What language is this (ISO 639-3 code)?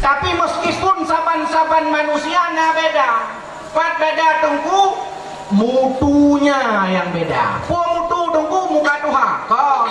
ace